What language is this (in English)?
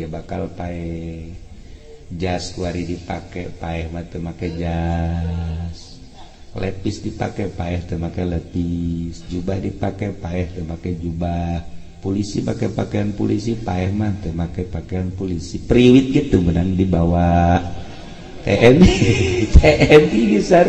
Sundanese